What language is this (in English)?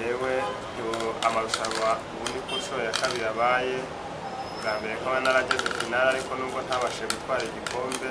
Kinyarwanda